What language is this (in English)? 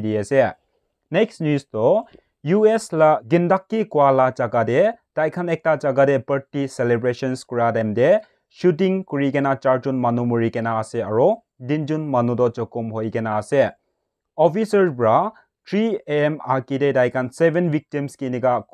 Naga Pidgin